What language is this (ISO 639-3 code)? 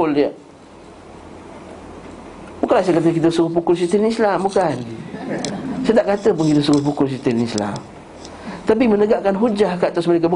msa